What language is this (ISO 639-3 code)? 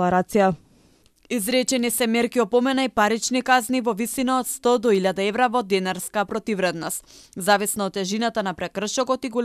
mkd